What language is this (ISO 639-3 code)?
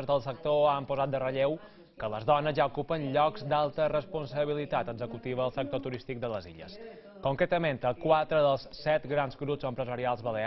cat